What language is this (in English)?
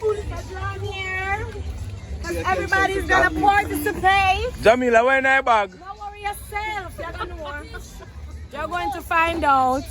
Jamaican Creole English